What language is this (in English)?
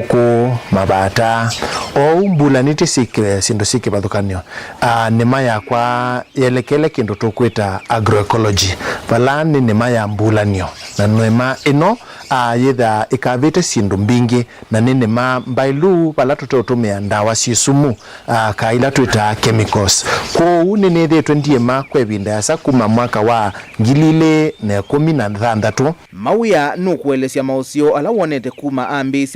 Kamba